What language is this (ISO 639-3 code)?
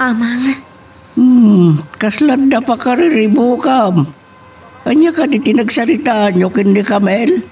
ilo